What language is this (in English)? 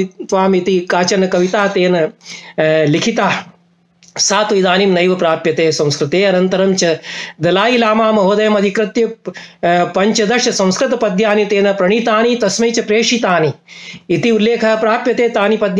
Sanskrit